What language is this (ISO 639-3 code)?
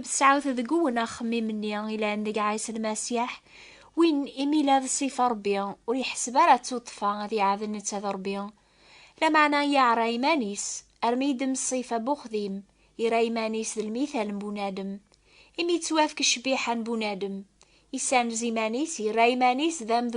kab